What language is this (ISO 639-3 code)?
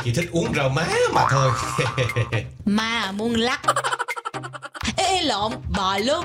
vie